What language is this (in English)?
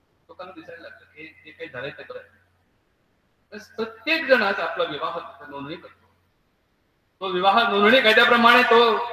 Marathi